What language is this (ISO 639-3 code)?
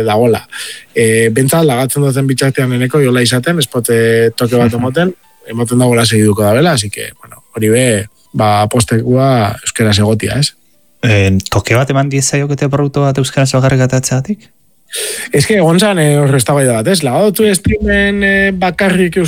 eus